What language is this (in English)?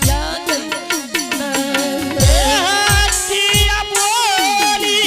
Angika